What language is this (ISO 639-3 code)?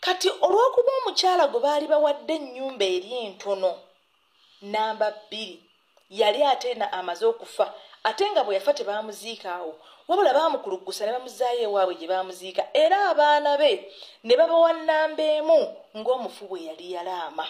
lug